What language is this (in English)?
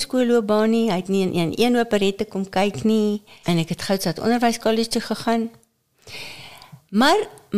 Afrikaans